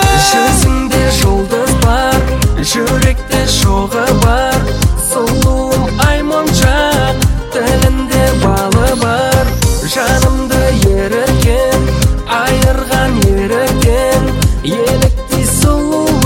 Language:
Kazakh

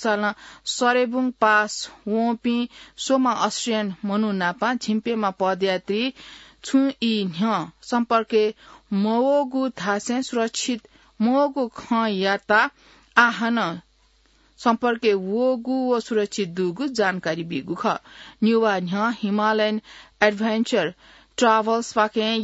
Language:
Newari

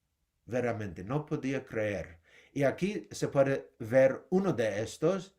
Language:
Ladino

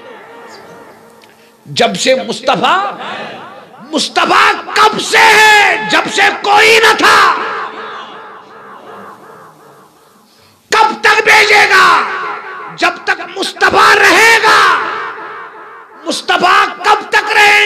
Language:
Kashmiri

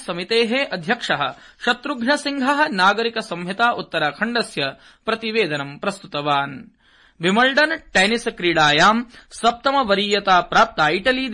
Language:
Sanskrit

